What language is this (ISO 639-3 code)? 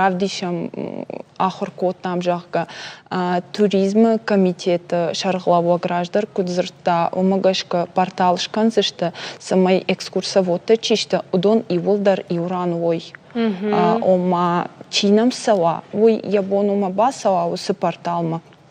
oss